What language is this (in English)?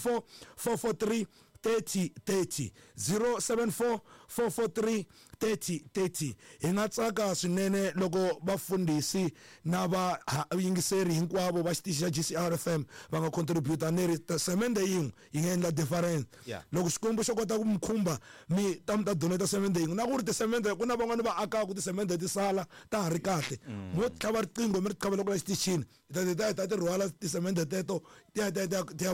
Tsonga